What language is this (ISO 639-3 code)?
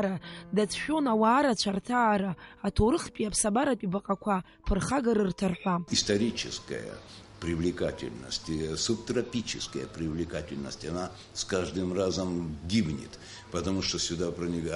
abk